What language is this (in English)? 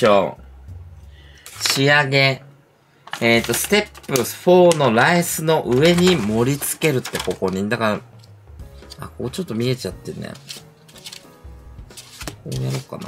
Japanese